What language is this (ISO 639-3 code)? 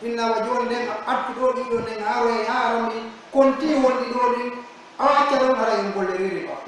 fuf